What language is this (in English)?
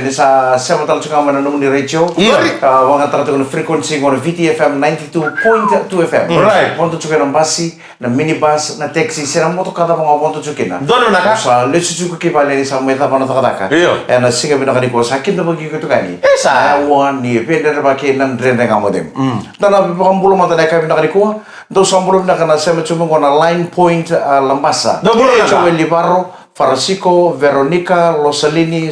Fijian